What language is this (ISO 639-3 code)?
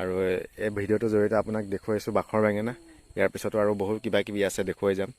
asm